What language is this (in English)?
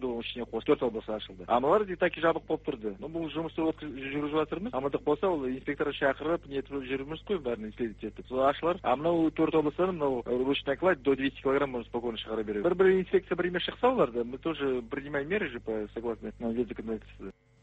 Kazakh